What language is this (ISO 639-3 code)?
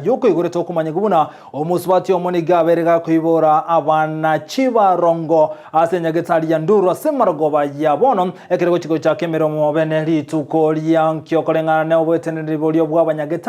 guz